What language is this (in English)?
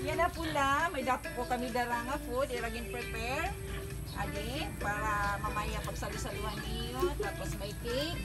Waray